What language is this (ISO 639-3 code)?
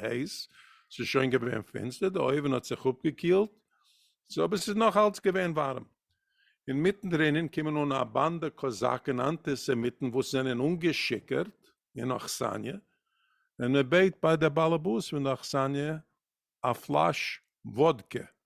yid